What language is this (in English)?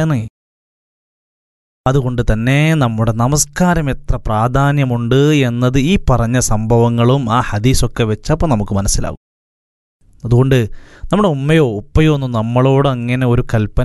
Malayalam